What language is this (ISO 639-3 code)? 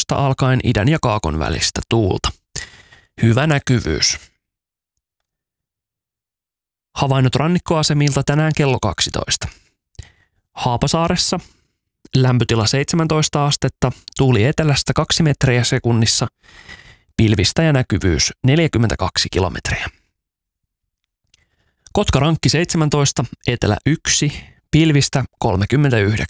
fin